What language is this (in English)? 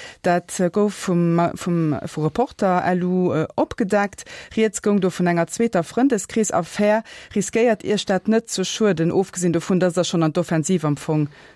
Luxembourgish